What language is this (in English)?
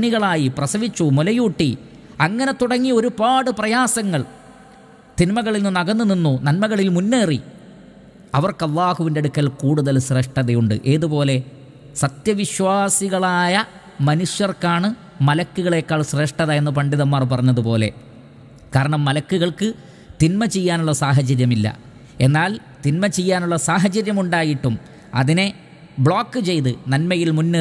Malayalam